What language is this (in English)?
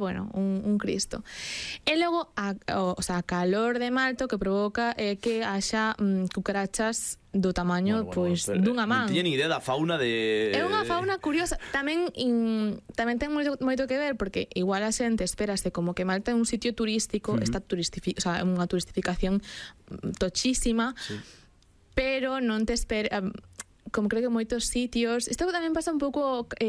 Galician